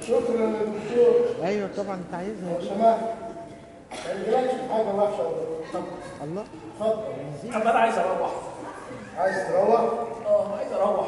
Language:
Egyptian Arabic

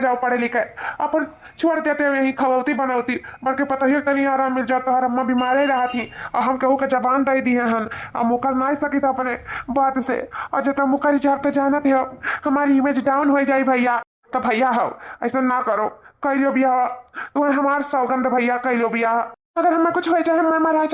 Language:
Awadhi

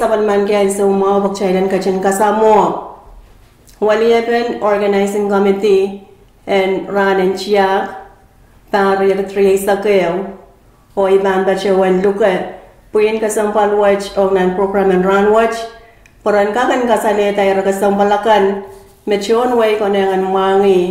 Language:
Pohnpeian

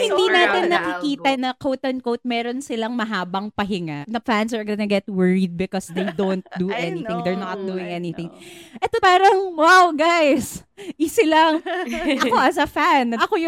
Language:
Filipino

